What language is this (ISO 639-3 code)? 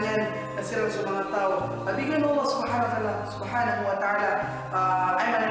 mrw